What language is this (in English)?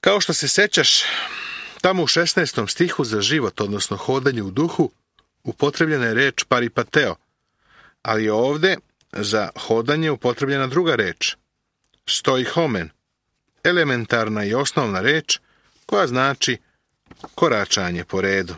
Serbian